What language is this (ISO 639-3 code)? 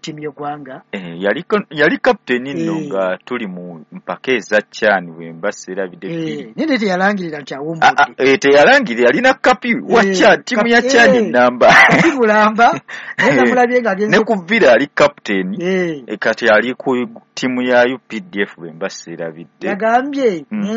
lug